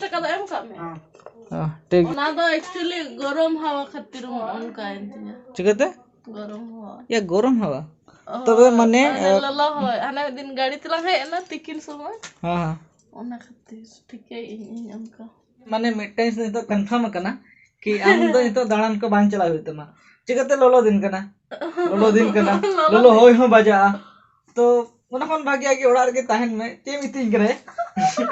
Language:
Santali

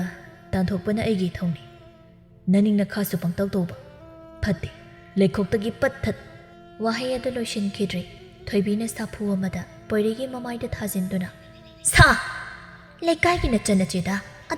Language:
Manipuri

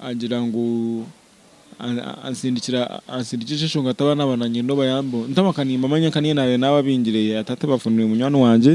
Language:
Nyankole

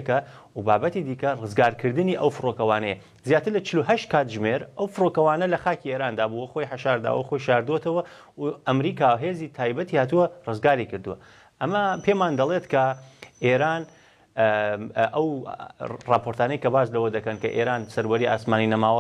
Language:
Central Kurdish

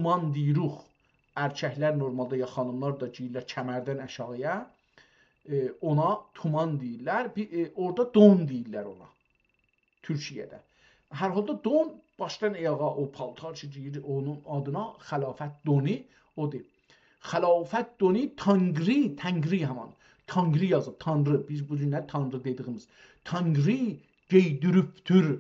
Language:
South Azerbaijani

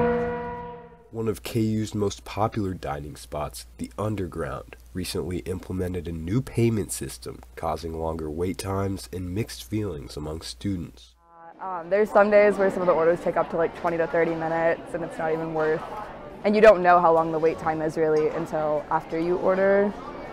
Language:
English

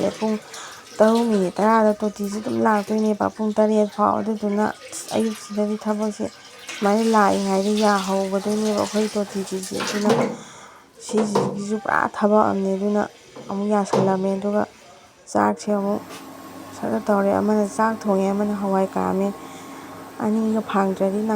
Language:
Manipuri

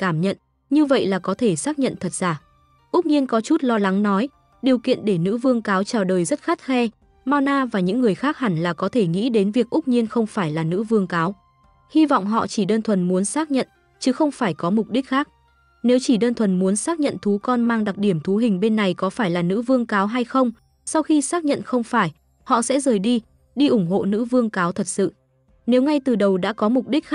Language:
Vietnamese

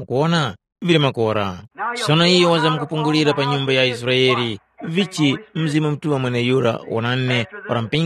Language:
Tumbuka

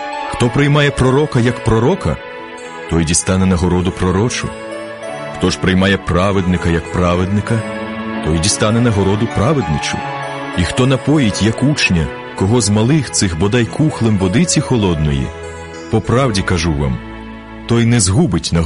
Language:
Ukrainian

